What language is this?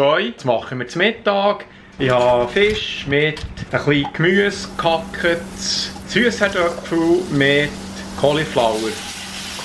Swiss German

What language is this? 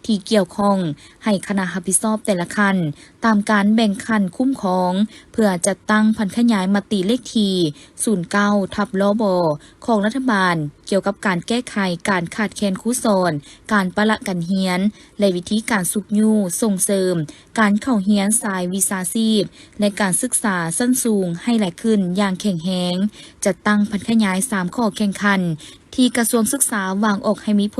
Lao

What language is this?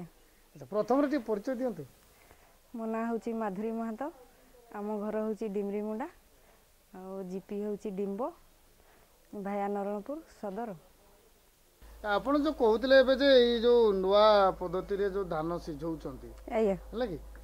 Odia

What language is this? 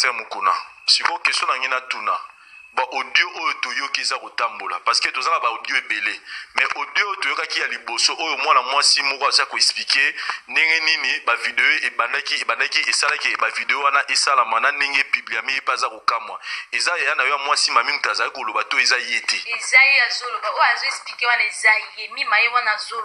Lingala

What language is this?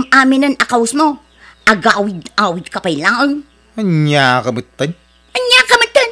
Iloko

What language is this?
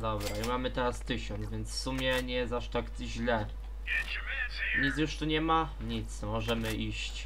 Polish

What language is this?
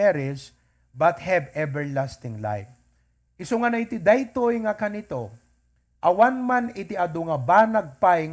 Iloko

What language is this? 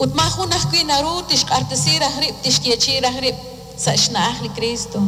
Kekchí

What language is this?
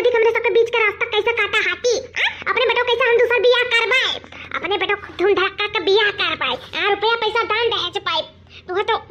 Awadhi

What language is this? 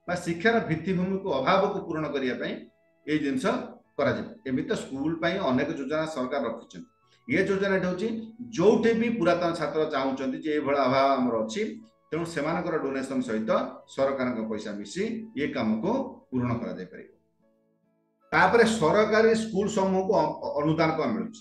Odia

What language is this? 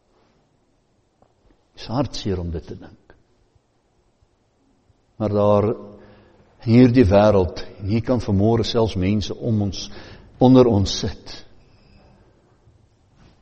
Afrikaans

